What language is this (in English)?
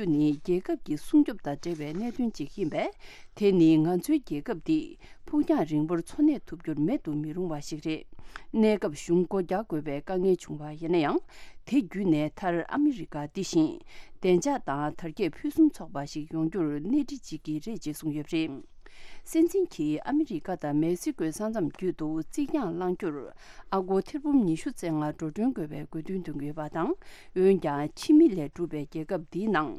Tibetan